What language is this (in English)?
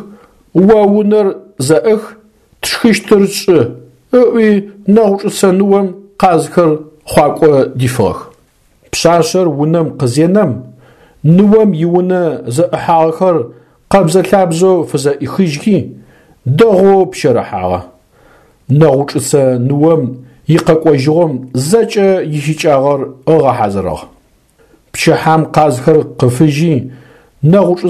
Adyghe